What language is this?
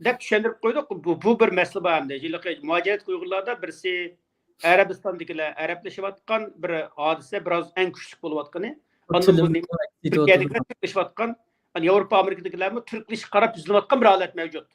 Uyghur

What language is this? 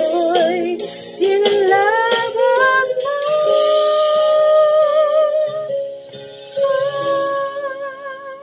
Filipino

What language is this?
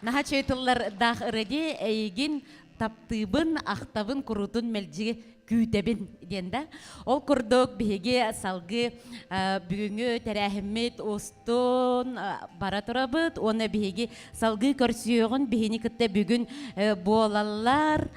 Yakut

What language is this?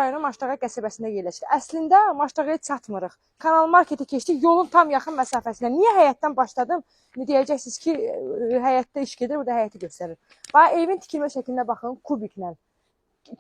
Azerbaijani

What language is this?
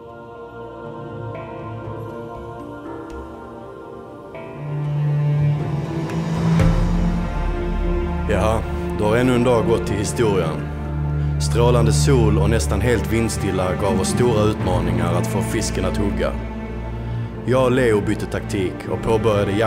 Swedish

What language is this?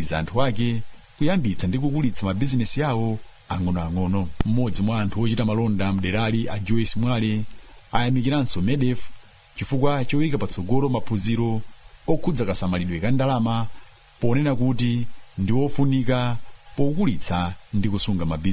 Nyanja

